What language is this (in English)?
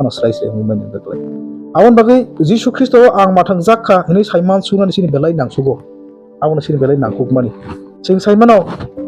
Kok Borok